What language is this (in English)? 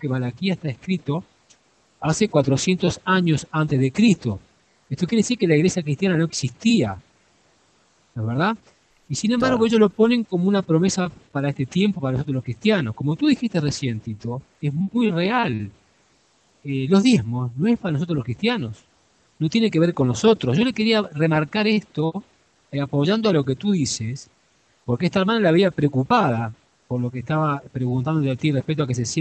Spanish